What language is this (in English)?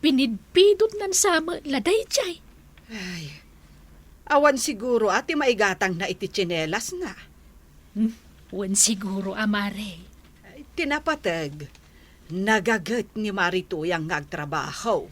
Iloko